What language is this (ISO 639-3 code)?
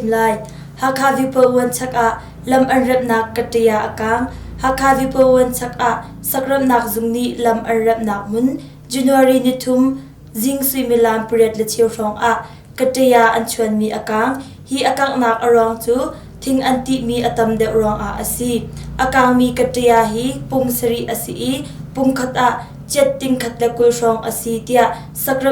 cnh